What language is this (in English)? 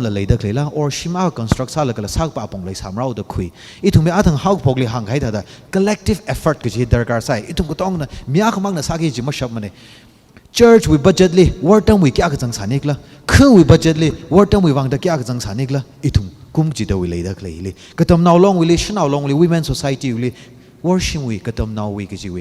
Tangkhul Naga (India)